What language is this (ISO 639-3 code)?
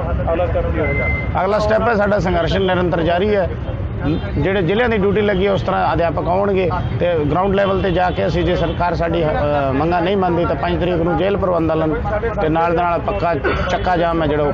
pan